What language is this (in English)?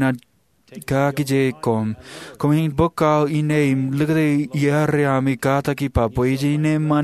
Marshallese